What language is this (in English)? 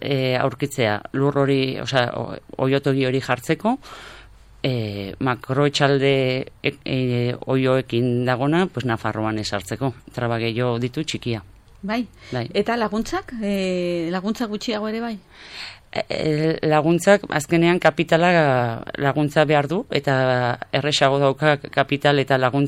Basque